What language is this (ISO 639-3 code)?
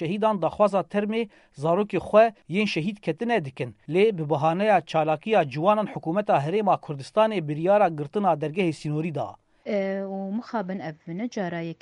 kur